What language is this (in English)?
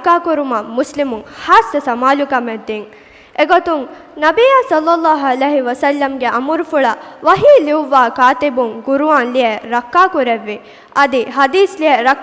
Divehi